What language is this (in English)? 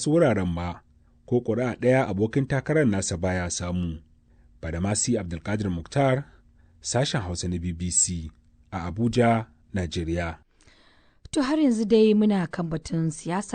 Hausa